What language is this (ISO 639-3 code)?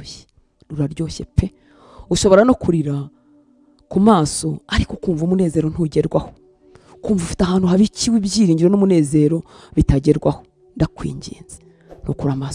kin